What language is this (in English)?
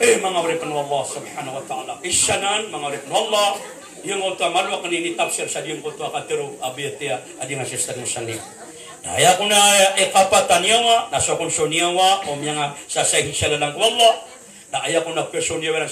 Maranao